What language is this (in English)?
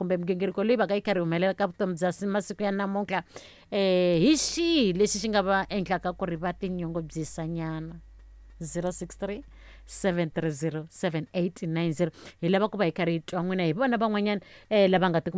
Tsonga